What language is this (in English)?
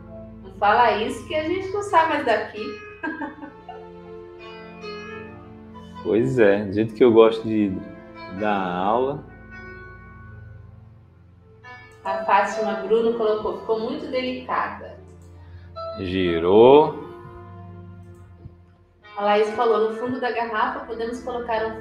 Portuguese